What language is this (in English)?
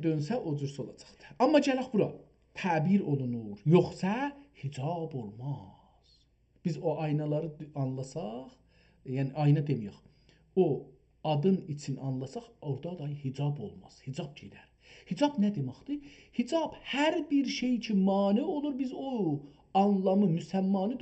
South Azerbaijani